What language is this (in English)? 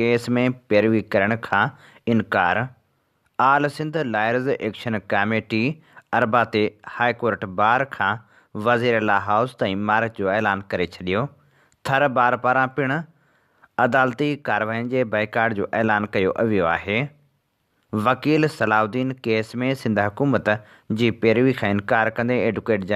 Sindhi